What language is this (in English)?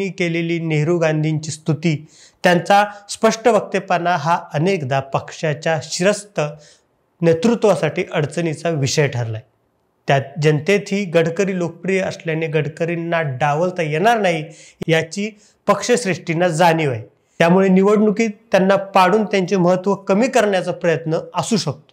Marathi